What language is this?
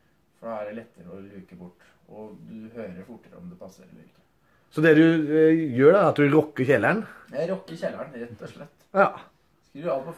Norwegian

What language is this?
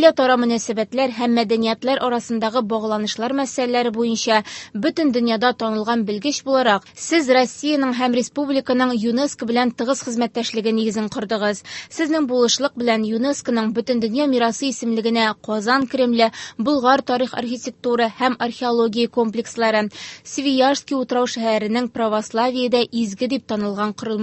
Tatar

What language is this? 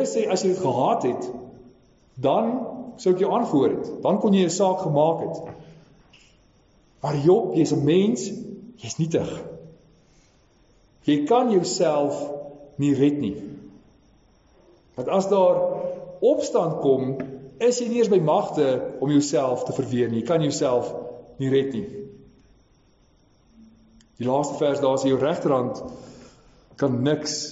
Afrikaans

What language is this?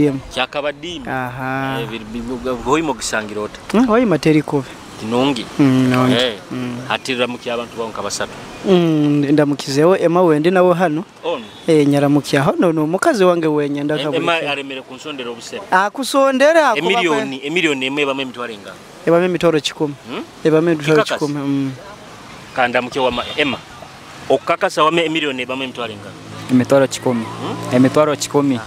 Nyoro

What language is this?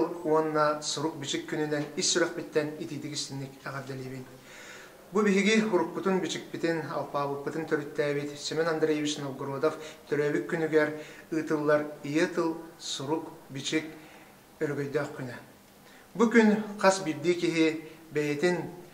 Yakut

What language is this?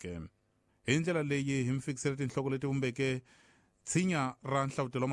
Tsonga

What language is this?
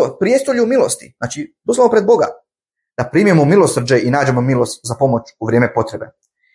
Bosnian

